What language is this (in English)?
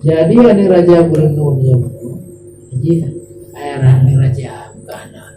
Achinese